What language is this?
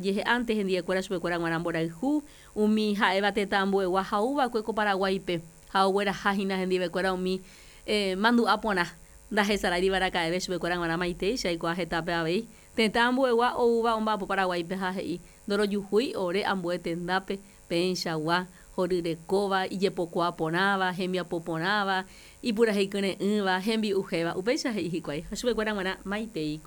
Guarani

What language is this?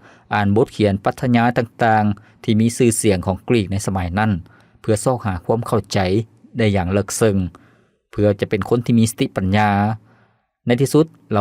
Lao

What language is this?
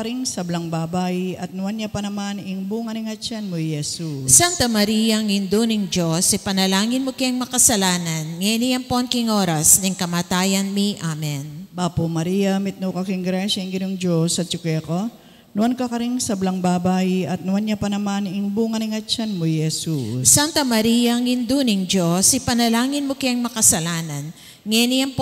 Pampanga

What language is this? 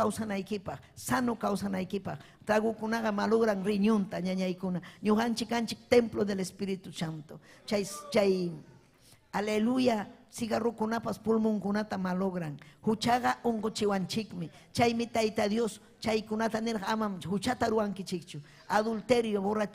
Ayacucho Quechua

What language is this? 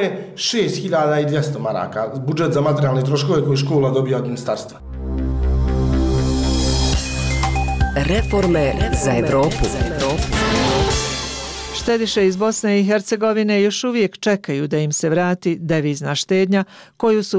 Bosnian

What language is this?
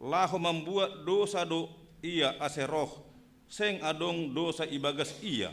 Batak Simalungun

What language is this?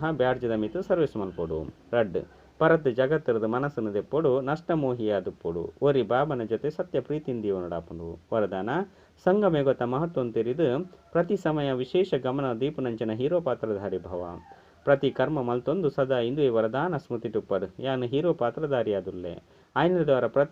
Tulu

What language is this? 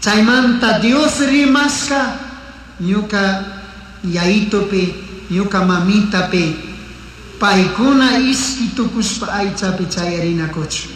Chimborazo Highland Quichua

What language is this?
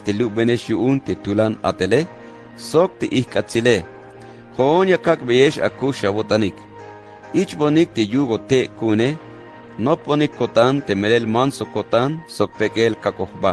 Tzeltal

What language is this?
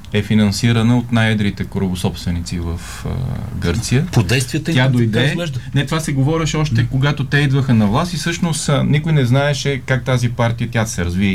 Bulgarian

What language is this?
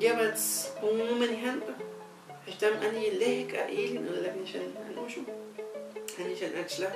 Huastec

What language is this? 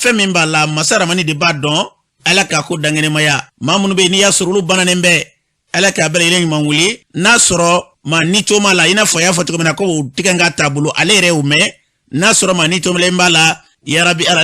Bambara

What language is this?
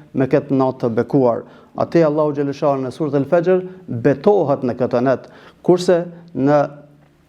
Albanian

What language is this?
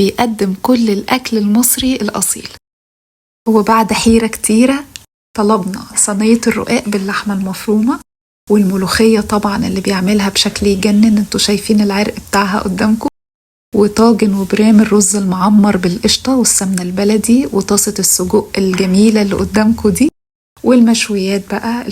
Egyptian Arabic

